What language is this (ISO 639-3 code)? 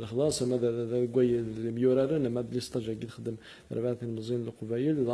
kab